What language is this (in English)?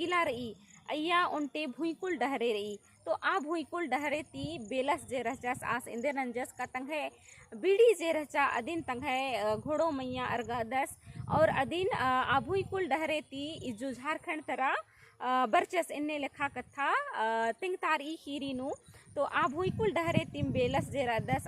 Kurukh